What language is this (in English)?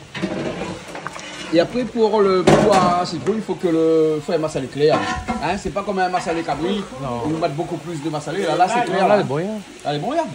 Réunion Creole French